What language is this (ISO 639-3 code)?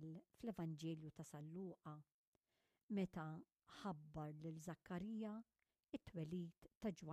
mlt